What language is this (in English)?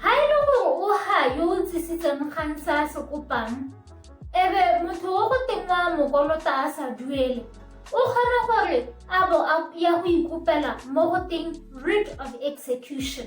Tswana